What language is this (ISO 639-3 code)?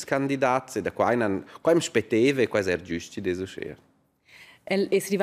roh